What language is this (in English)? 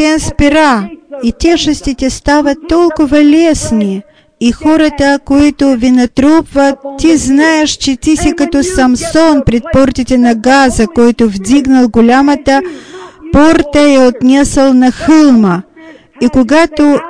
Bulgarian